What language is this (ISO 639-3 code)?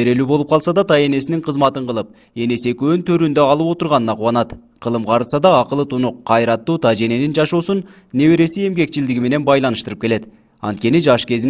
kir